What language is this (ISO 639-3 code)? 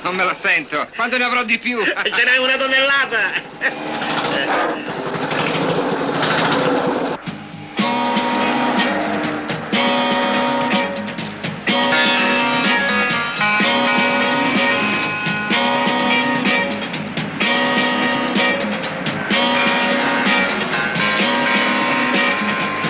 ita